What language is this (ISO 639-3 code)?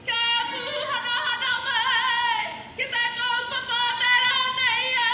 mri